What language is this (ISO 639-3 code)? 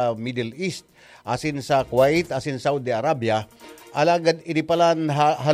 bik